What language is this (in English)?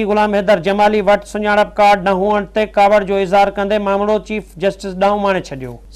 Sindhi